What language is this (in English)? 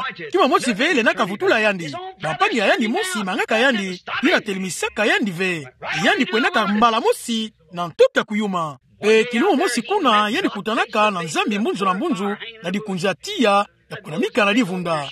Kituba (Democratic Republic of Congo)